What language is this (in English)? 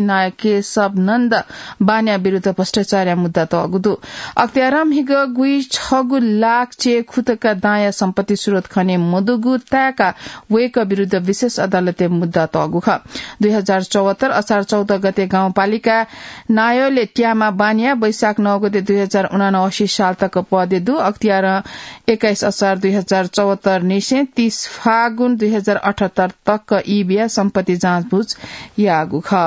Newari